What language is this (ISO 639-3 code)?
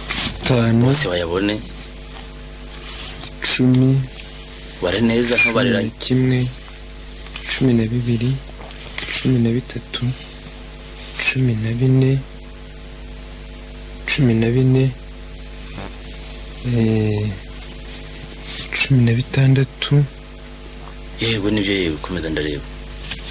kin